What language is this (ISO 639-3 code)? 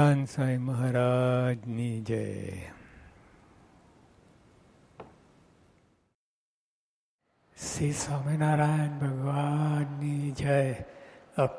guj